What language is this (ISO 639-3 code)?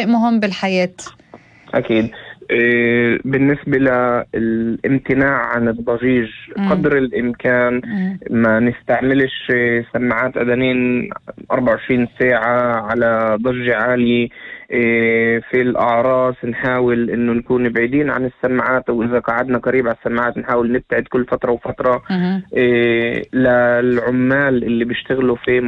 apc